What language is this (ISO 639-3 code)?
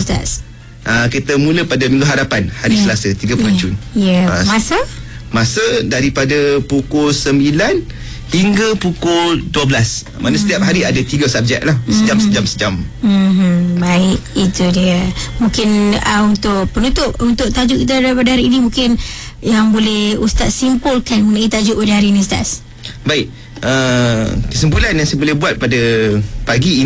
msa